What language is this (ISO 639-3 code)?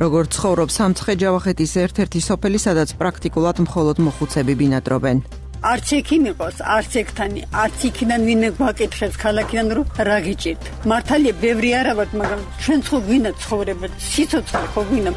kat